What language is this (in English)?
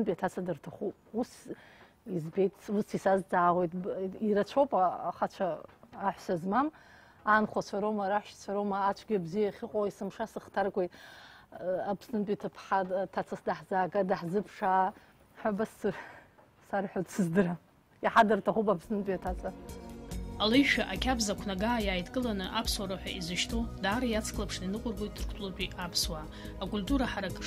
Abkhazian